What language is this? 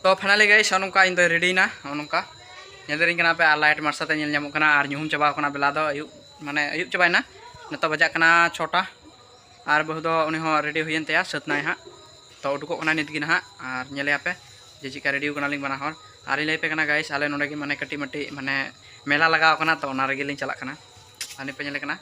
Santali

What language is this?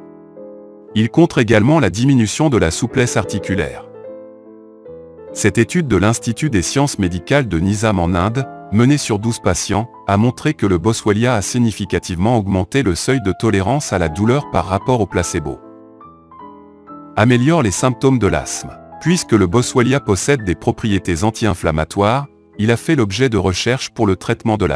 French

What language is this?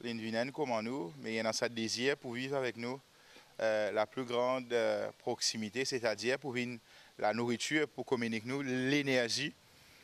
Morisyen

